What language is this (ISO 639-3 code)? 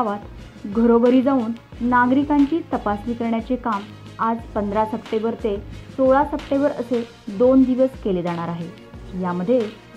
mar